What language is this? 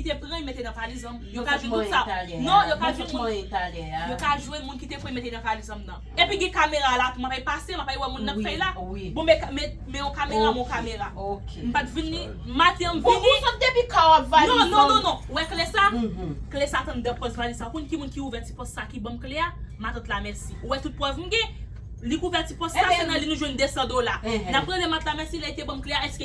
Haitian Creole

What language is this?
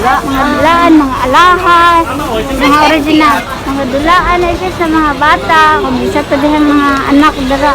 Cebuano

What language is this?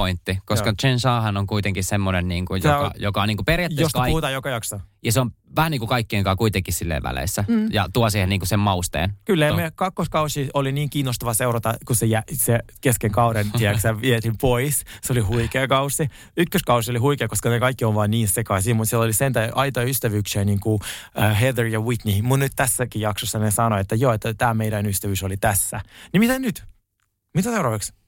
Finnish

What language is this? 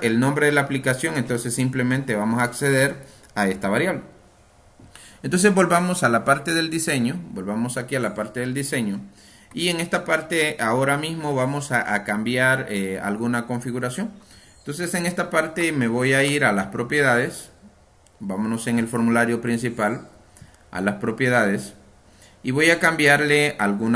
Spanish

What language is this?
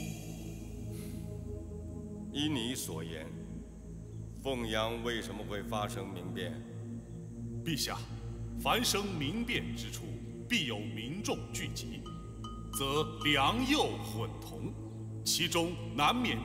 Chinese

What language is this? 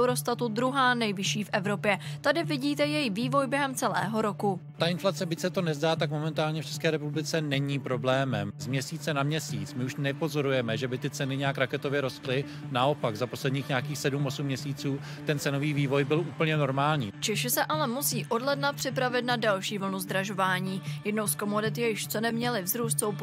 Czech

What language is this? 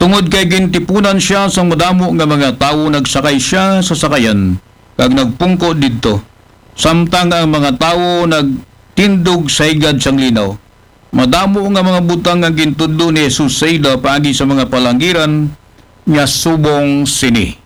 Aklanon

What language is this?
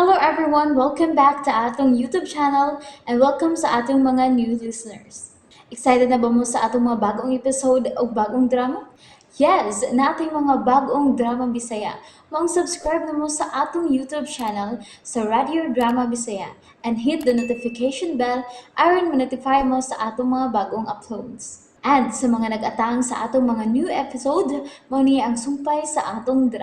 Cebuano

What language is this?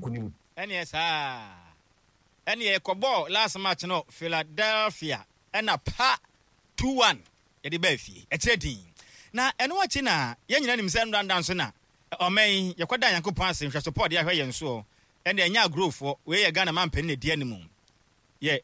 Akan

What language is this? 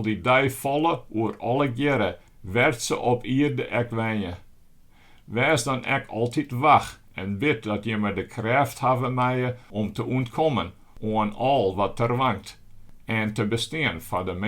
Western Frisian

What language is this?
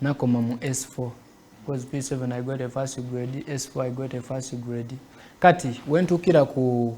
Soga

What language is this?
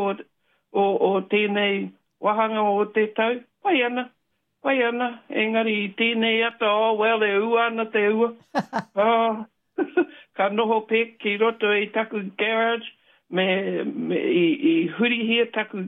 Māori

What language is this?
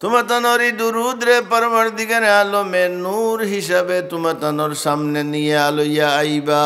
Sylheti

